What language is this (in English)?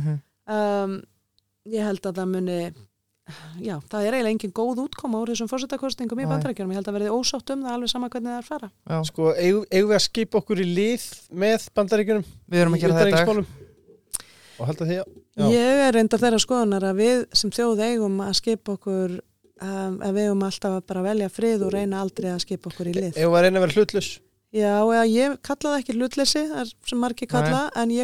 Icelandic